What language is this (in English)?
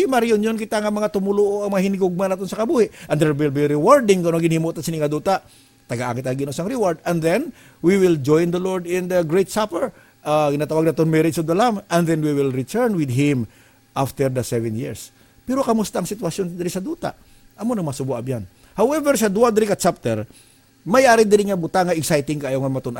Hiligaynon